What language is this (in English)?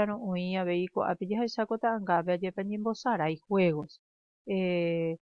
Guarani